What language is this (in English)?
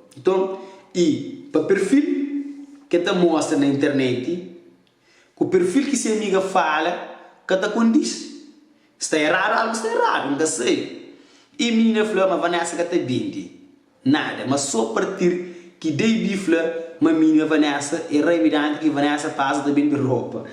Kabuverdianu